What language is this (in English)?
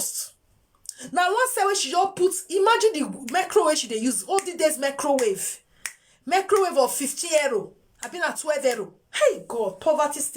Nigerian Pidgin